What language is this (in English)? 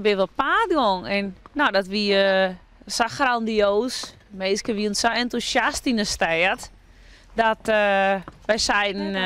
Western Frisian